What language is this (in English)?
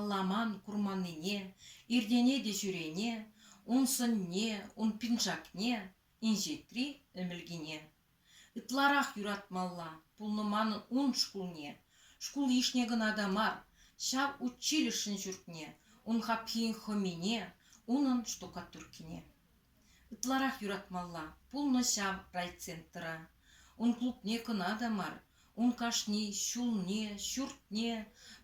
Chuvash